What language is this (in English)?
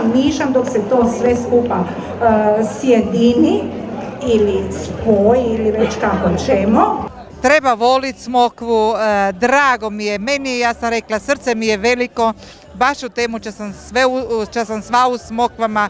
Croatian